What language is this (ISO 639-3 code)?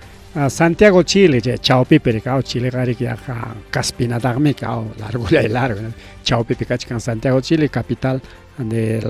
quy